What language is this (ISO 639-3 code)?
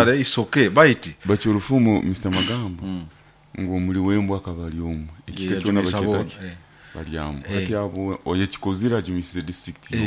nyo